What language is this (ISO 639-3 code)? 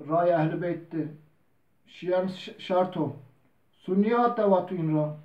zza